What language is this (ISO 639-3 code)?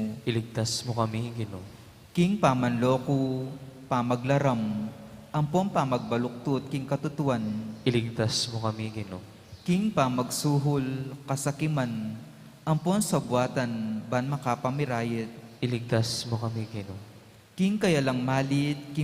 pam